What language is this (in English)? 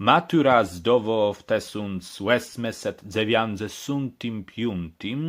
Kashubian